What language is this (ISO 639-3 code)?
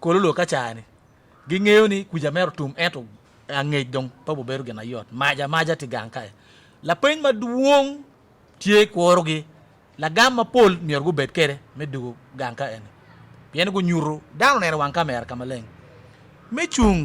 ach